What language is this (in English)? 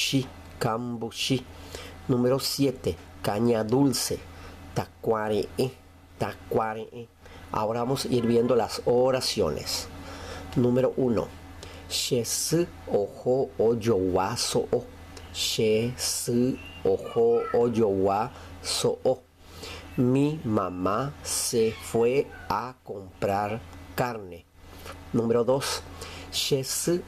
Guarani